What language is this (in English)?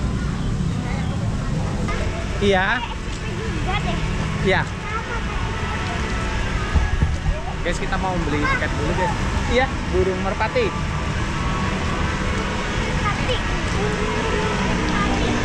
Indonesian